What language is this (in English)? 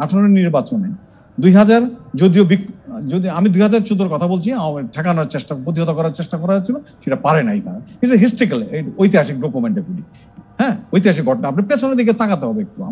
Bangla